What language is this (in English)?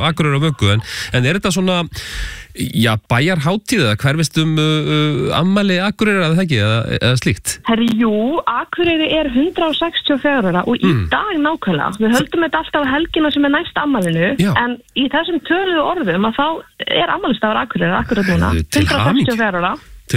Icelandic